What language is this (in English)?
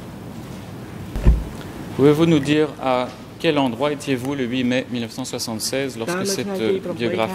French